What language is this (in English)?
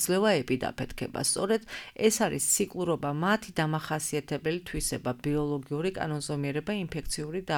Georgian